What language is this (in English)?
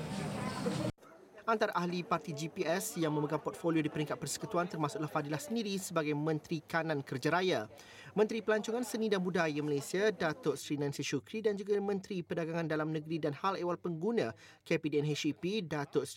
Malay